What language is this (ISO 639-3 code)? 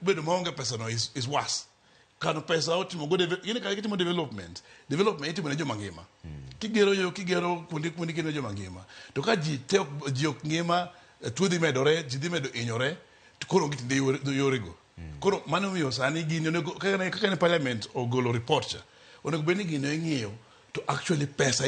luo